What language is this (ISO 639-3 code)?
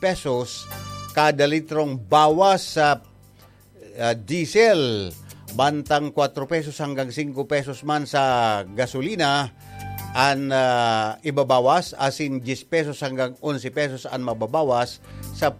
bik